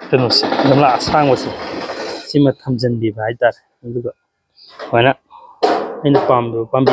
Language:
Manipuri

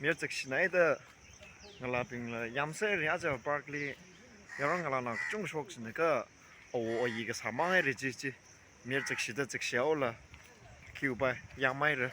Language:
Tangkhul Naga (India)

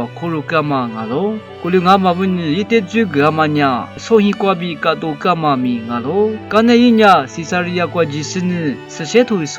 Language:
Lisu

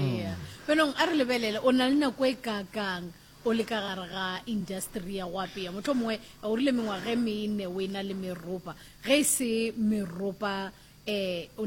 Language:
Northern Sotho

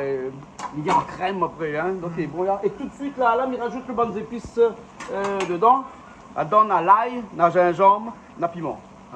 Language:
Réunion Creole French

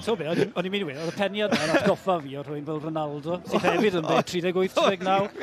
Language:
Welsh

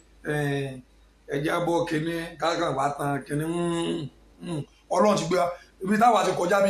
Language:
Yoruba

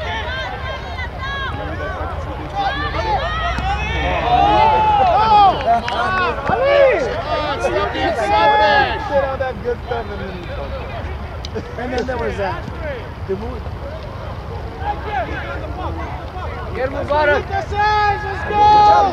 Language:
English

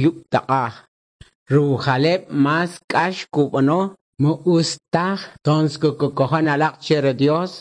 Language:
Kʼicheʼ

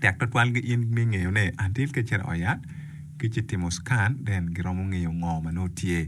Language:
Acoli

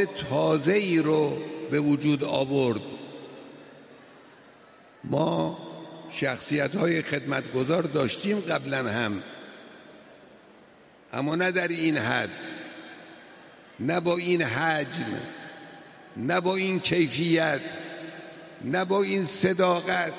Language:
Persian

